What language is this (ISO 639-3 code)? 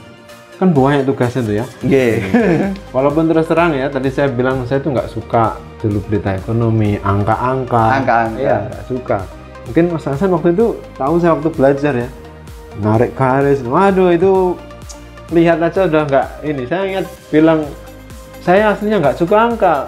ind